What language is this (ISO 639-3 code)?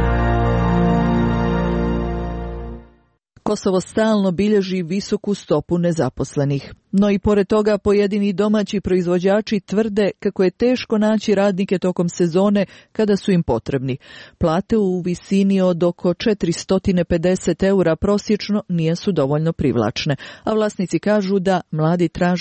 hrv